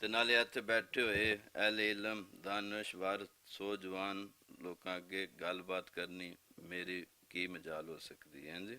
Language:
Western Panjabi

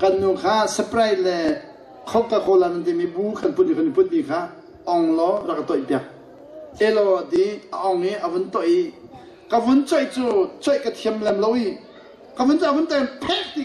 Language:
Hakha Chin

